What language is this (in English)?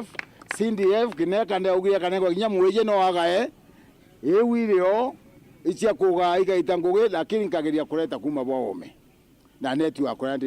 Meru